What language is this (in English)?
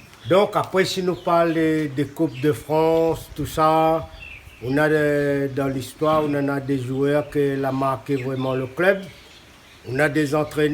Réunion Creole French